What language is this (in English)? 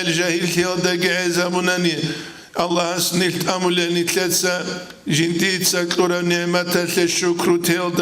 Avaric